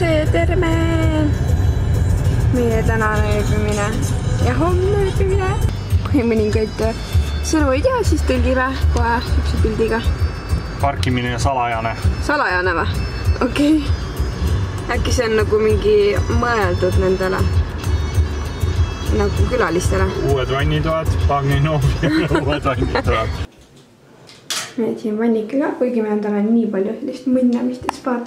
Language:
Estonian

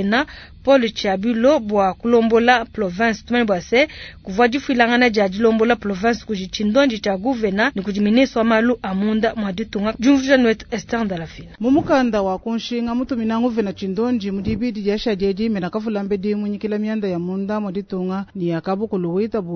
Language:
Luba-Lulua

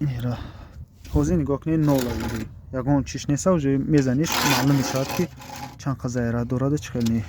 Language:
Tajik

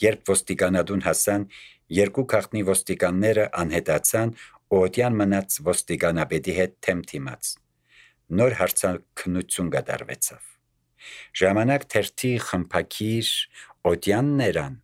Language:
Armenian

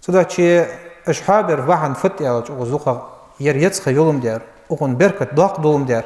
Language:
Ingush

